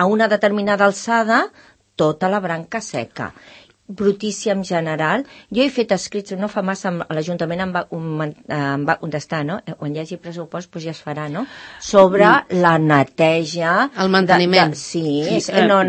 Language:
Catalan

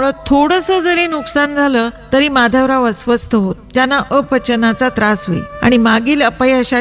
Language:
Marathi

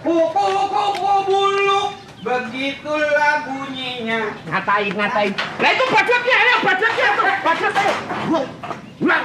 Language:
Betawi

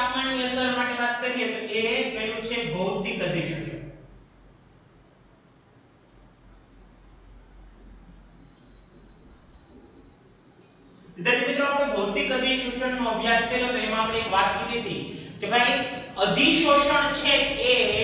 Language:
Gujarati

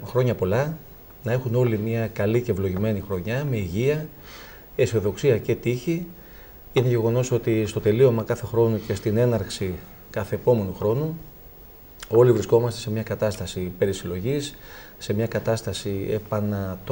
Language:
Greek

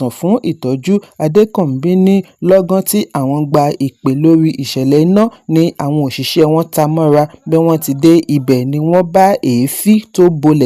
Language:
Yoruba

